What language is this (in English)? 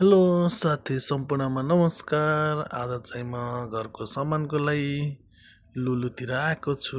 Nepali